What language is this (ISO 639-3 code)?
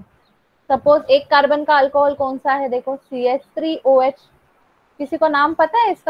hin